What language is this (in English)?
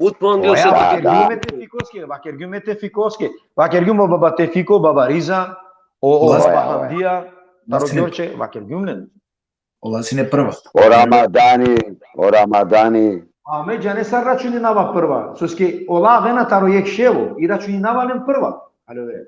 Balkan Romani